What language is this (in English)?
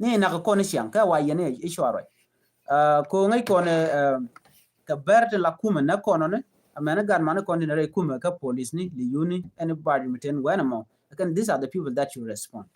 Nuer